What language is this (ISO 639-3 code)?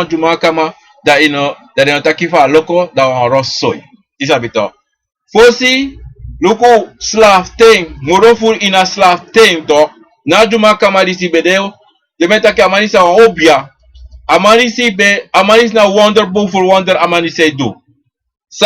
srn